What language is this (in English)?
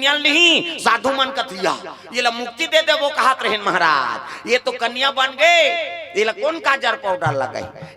Chhattisgarhi